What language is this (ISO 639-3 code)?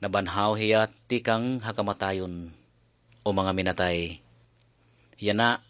war